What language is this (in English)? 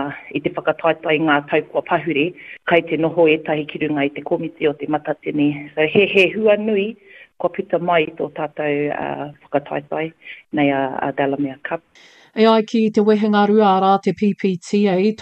Māori